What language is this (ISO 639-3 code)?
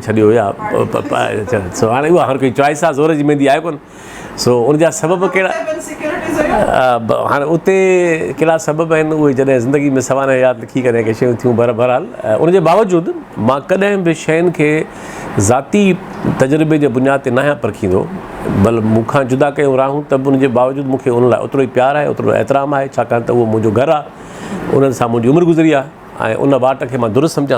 snd